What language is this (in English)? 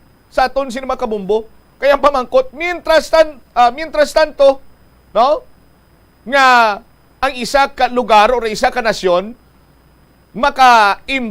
Hiligaynon